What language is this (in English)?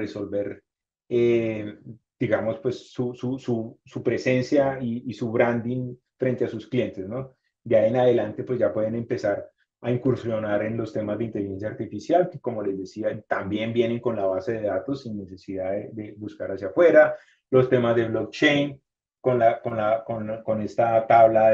Spanish